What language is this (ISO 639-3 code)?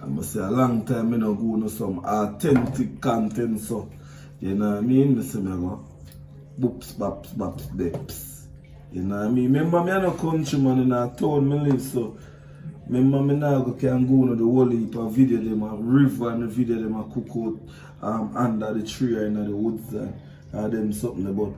jam